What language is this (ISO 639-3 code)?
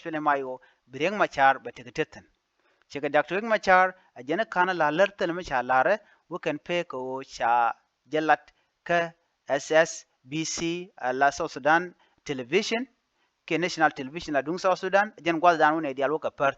nus